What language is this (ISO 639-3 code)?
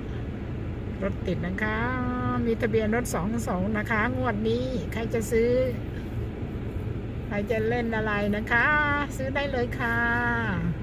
tha